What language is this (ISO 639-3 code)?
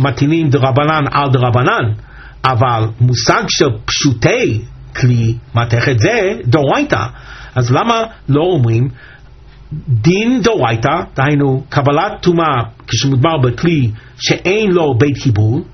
heb